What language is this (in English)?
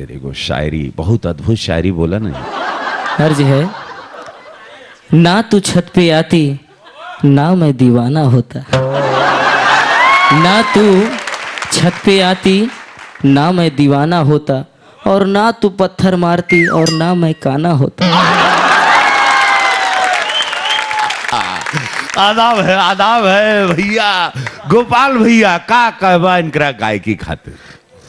Bhojpuri